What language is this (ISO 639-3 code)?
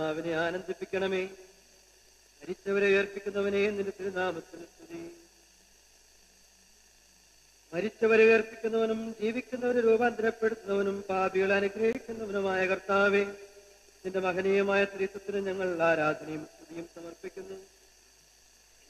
mal